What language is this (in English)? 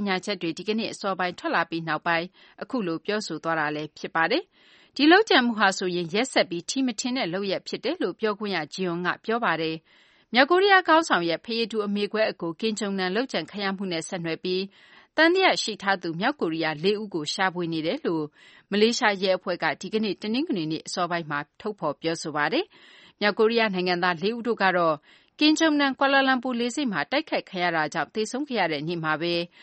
Burmese